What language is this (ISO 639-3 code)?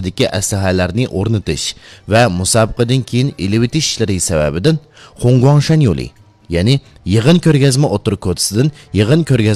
uig